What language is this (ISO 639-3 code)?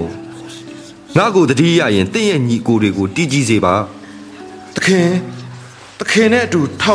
mya